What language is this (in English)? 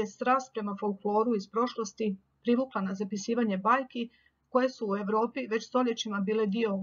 Croatian